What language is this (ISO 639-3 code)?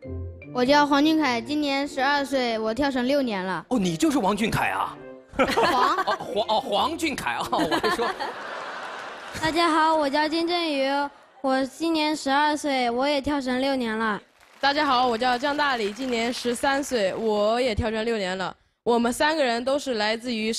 zho